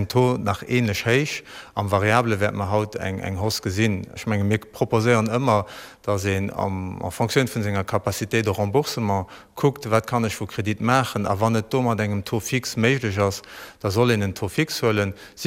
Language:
Luxembourgish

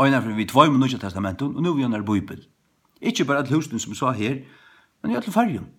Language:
Faroese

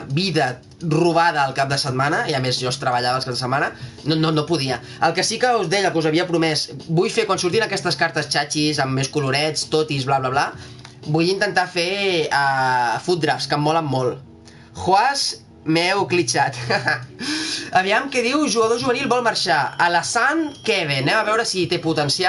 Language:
Catalan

